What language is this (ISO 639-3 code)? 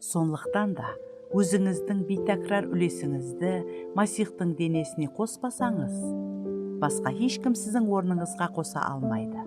kaa